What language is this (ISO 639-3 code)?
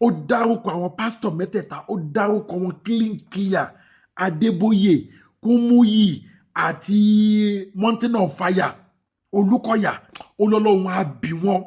yor